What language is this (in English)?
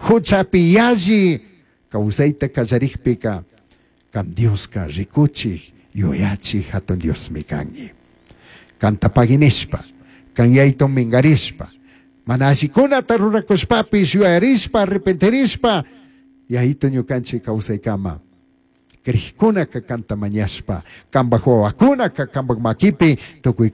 Chimborazo Highland Quichua